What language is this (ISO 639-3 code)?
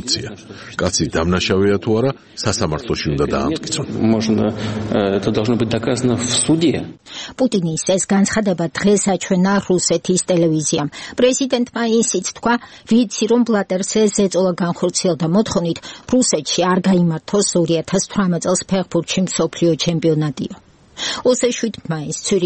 kat